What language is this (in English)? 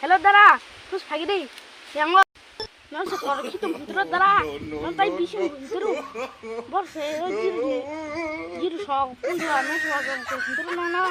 Kok Borok